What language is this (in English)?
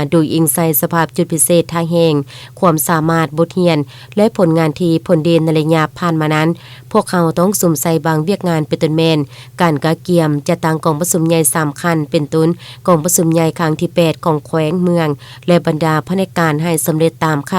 Lao